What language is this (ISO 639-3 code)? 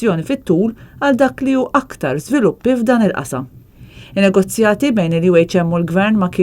mlt